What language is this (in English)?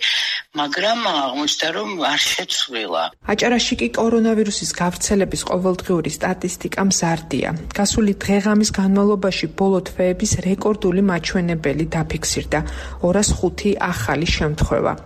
Georgian